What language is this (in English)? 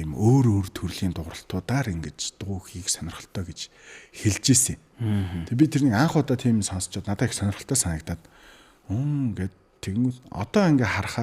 Mongolian